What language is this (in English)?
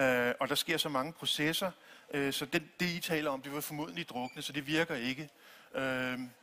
Danish